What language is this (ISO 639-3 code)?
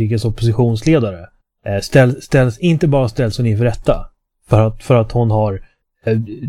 swe